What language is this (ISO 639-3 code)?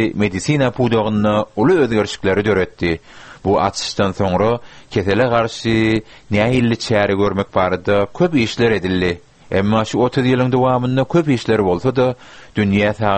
tuk